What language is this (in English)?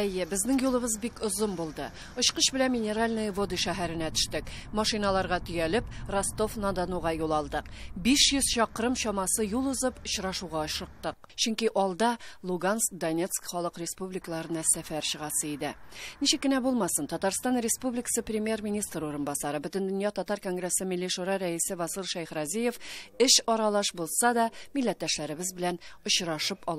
Tatar